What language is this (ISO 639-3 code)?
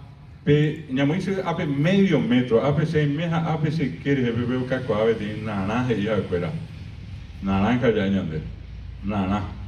grn